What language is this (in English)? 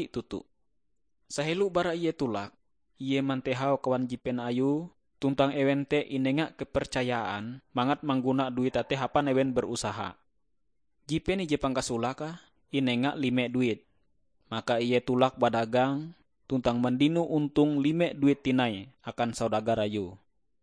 Ngaju